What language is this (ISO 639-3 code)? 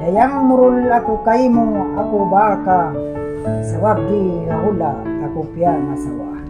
tsg